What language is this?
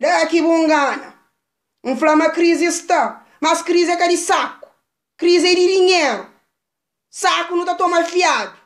Kabuverdianu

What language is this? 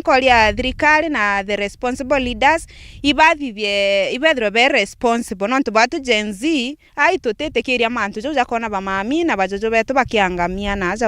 Meru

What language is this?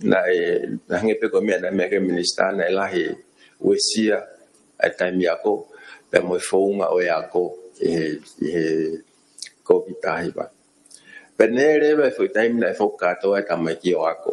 Tongan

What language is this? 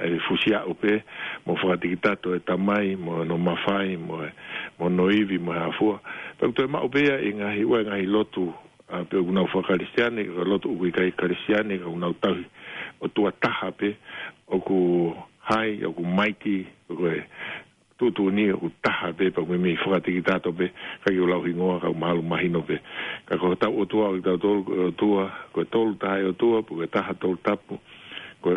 Tongan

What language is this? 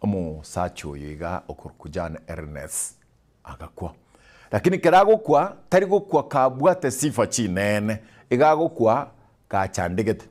Gusii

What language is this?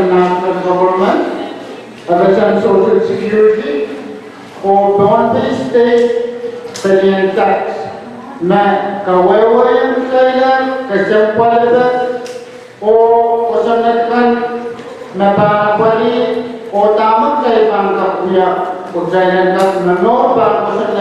Pohnpeian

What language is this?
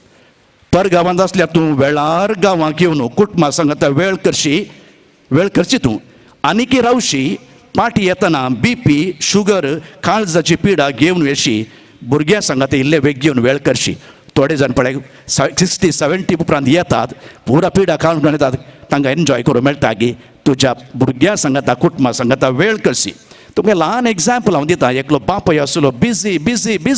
Konkani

